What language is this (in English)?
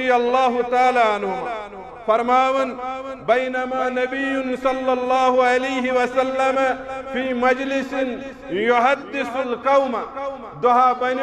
Kashmiri